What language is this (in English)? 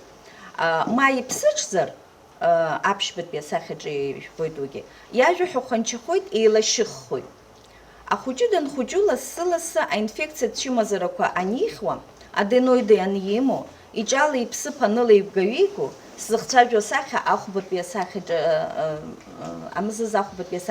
Abkhazian